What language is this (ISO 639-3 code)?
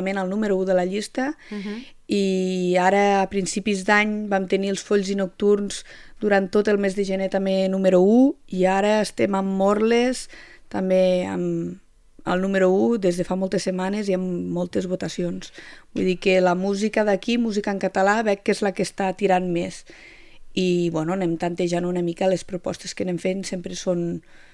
cat